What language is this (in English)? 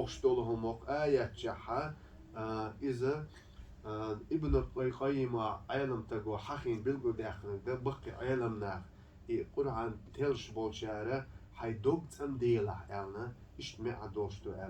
Chechen